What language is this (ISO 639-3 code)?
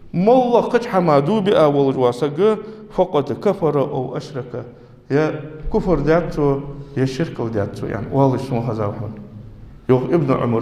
inh